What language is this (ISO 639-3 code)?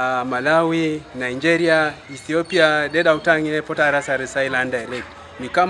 teo